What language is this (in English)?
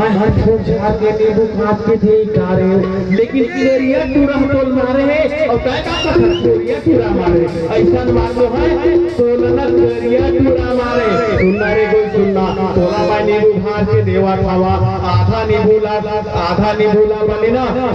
Chhattisgarhi